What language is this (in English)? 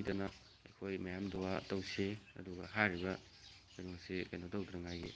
Manipuri